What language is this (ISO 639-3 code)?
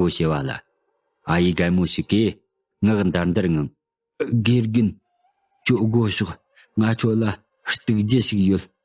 bod